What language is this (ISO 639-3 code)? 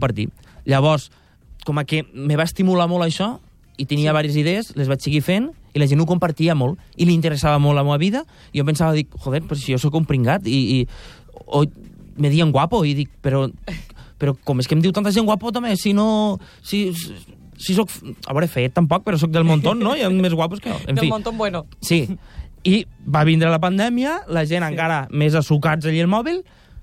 cat